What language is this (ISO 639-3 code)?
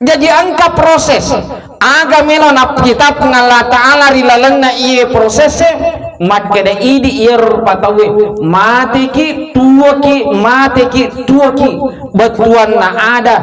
bug